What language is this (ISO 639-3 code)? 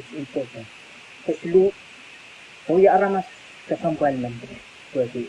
pon